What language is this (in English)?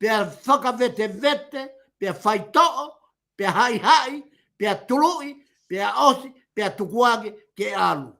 Tongan